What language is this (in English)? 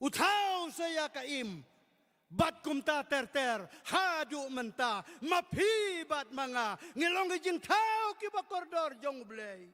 Khasi